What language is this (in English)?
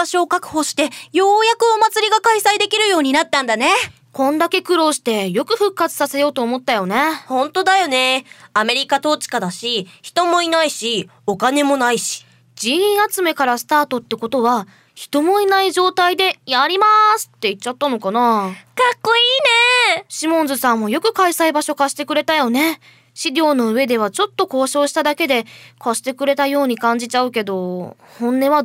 Japanese